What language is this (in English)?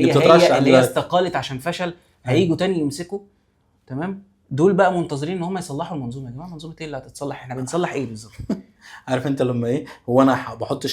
Egyptian Arabic